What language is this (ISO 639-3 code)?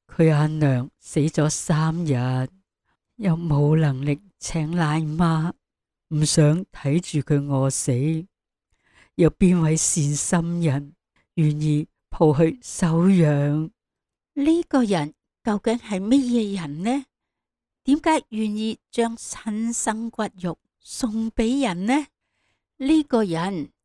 yue